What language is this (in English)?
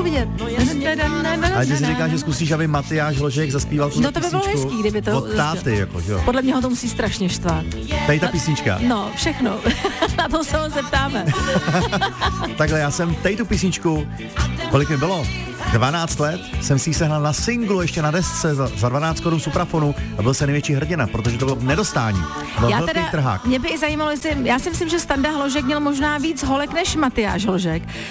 Czech